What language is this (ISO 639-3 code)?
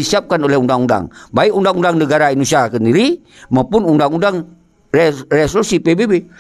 ace